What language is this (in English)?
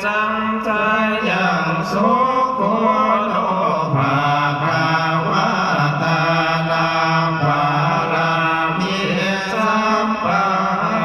Pali